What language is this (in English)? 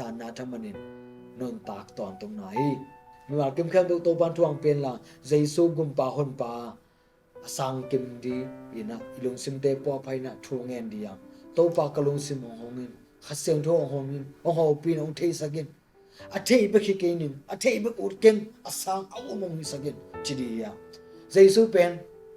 Tedim Chin